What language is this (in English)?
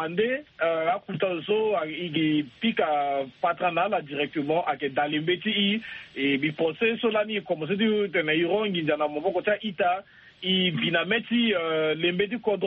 Sango